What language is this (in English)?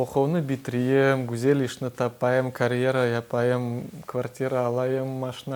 Crimean Tatar